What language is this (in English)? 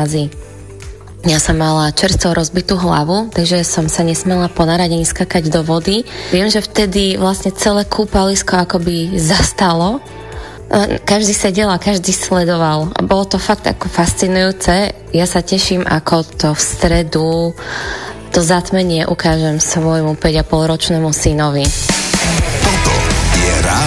Slovak